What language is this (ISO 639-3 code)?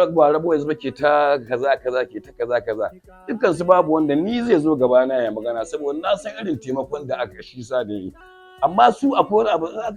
hau